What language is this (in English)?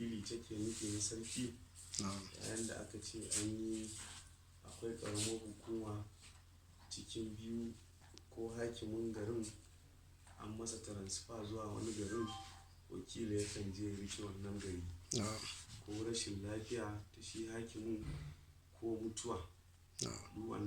Hausa